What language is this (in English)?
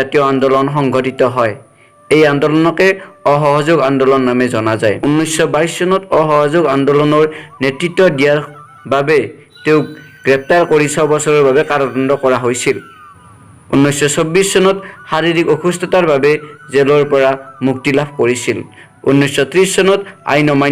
Assamese